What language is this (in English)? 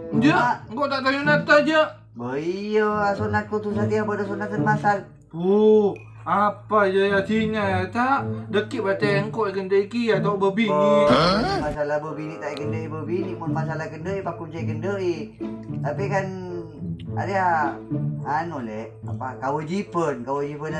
Madurese